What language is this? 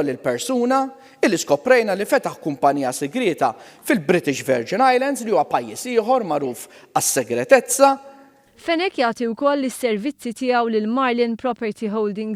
Maltese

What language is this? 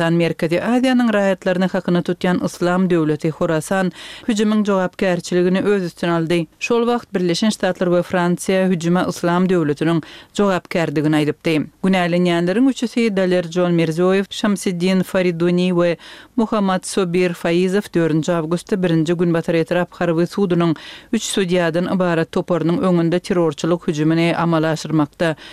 Turkmen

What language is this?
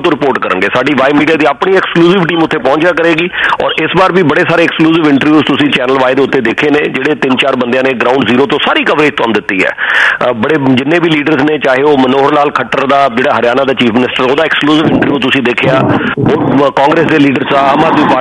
Punjabi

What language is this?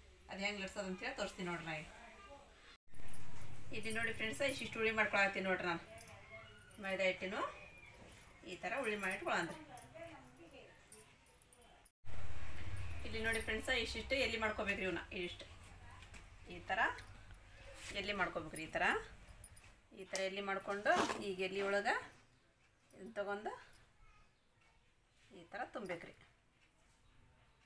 Kannada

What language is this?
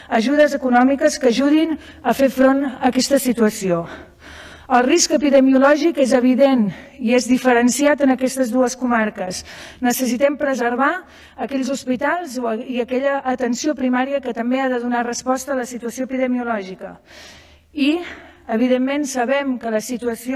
Catalan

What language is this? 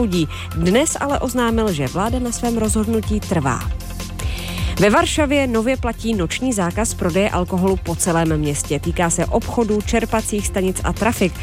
Czech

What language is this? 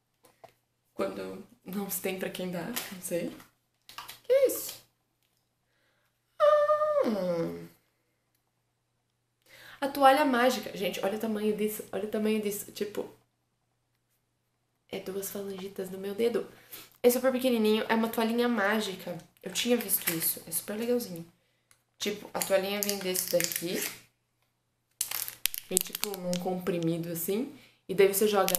Portuguese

